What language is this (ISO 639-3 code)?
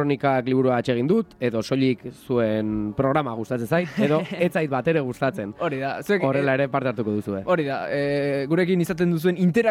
eus